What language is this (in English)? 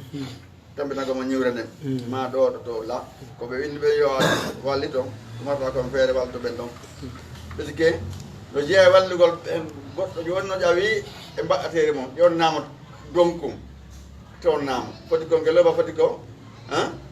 Fula